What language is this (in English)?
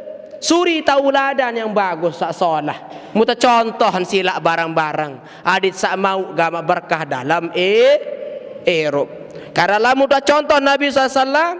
Sasak